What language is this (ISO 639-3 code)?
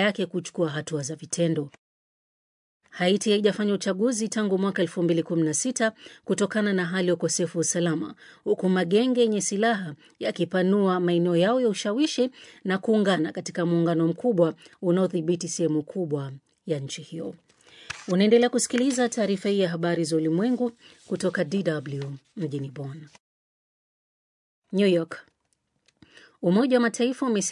swa